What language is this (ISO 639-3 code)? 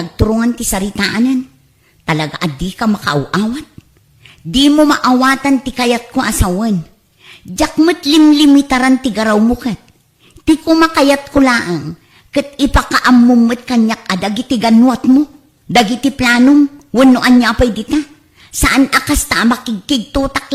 ilo